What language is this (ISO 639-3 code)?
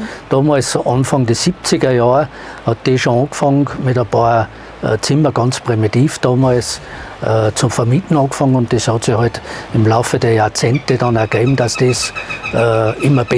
bar